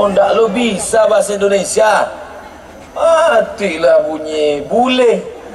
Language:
Minangkabau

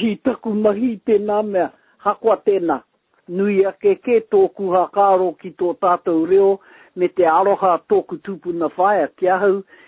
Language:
Māori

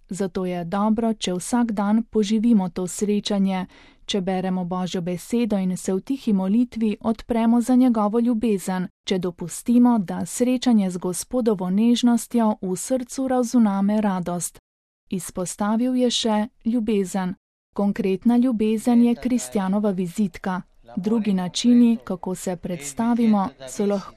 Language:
Slovenian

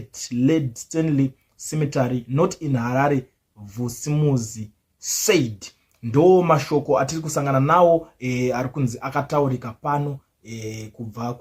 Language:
Shona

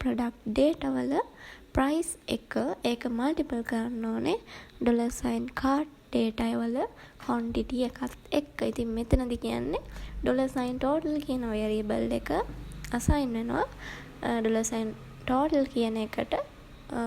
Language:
Sinhala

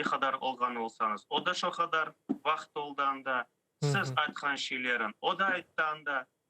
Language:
Crimean Tatar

